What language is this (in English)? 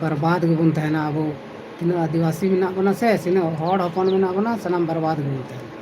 Santali